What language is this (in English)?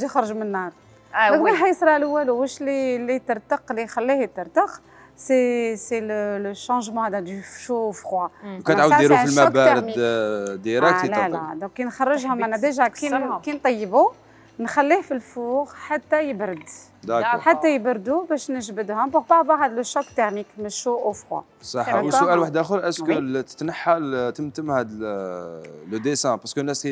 Algerian Arabic